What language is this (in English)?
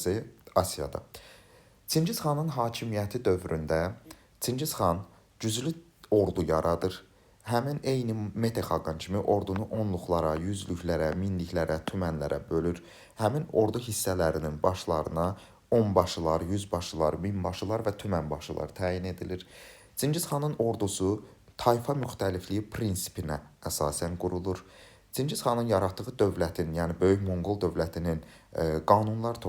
Azerbaijani